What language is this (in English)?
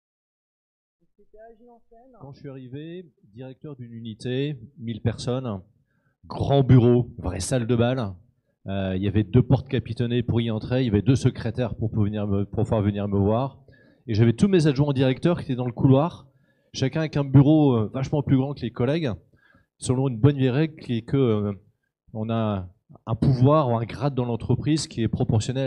French